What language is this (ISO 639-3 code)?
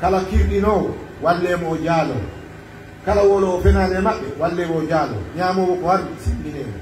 ful